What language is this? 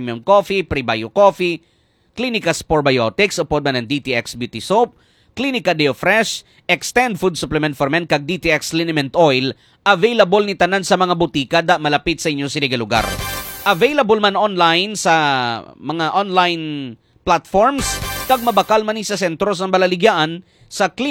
Hiligaynon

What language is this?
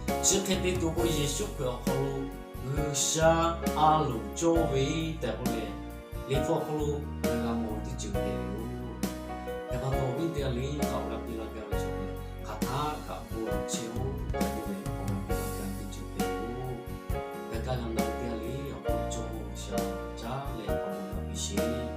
Lahu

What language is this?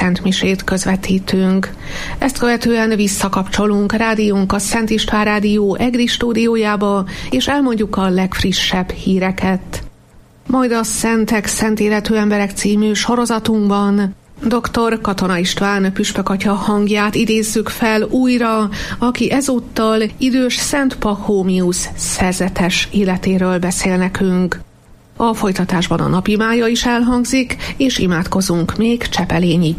Hungarian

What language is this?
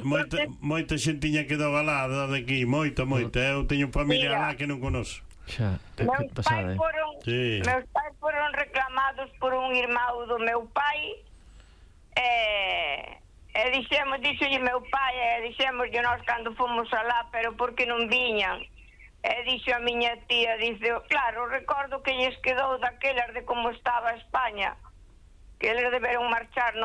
Galician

